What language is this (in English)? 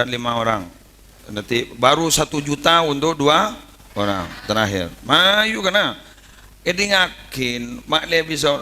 Madurese